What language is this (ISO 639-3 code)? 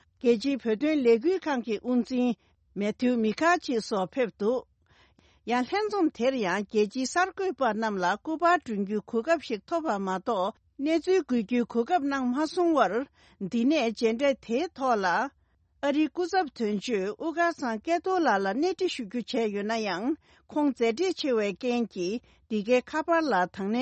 bod